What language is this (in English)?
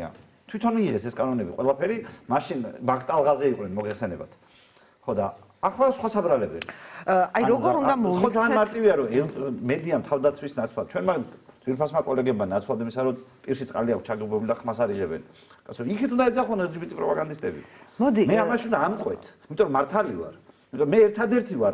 Georgian